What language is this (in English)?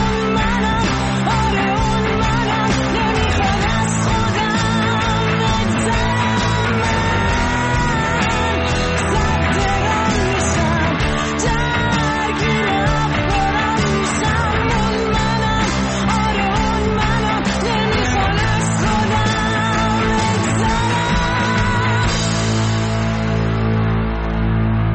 Persian